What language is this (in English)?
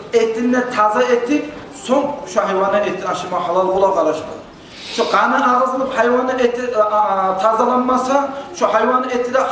Kumyk